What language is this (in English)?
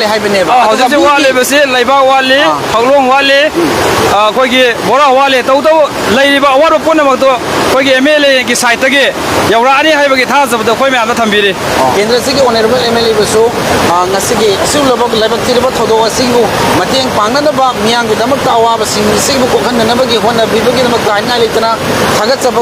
Manipuri